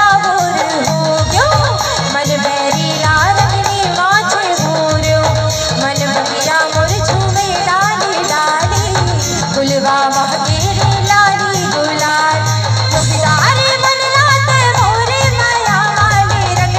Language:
Chhattisgarhi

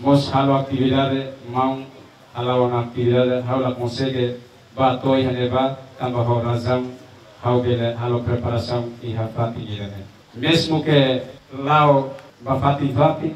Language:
Tetum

